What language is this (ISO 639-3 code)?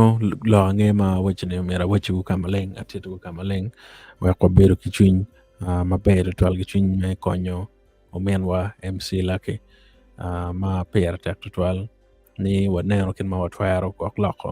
ach